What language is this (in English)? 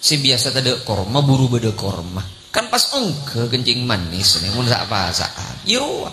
Madurese